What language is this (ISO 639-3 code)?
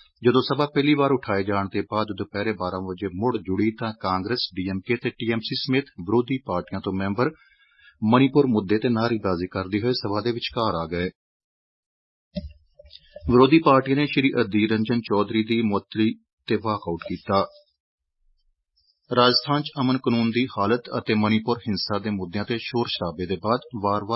pan